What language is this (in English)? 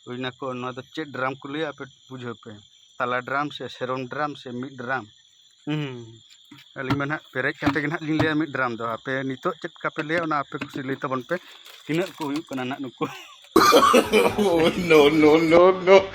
Santali